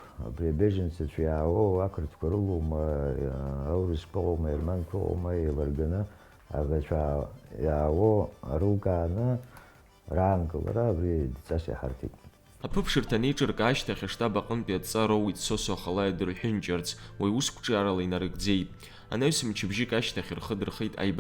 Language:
Abkhazian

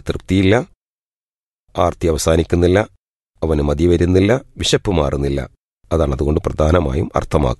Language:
Malayalam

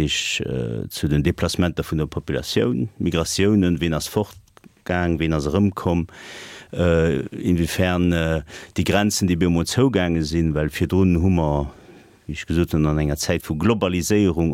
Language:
Luxembourgish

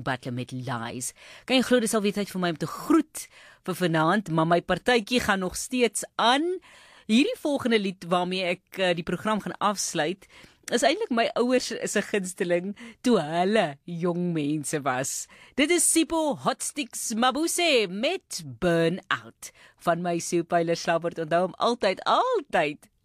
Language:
Afrikaans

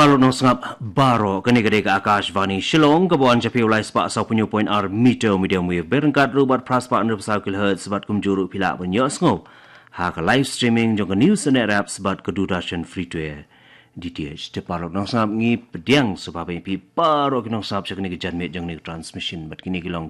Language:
Khasi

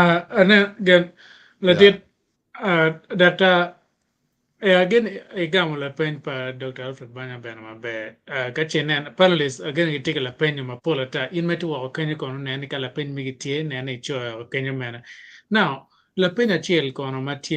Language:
Acoli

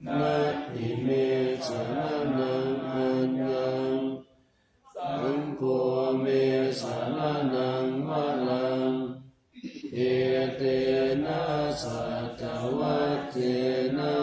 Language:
Pali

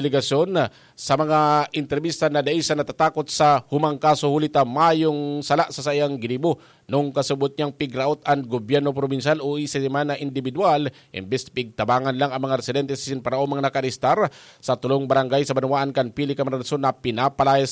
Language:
Bikol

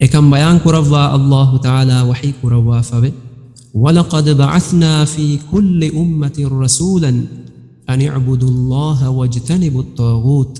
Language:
Divehi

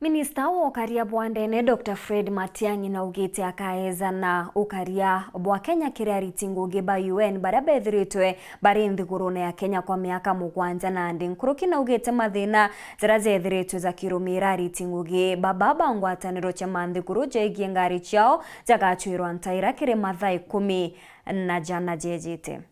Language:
Meru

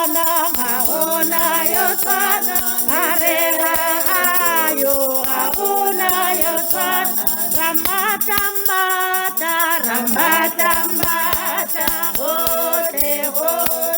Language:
Tswana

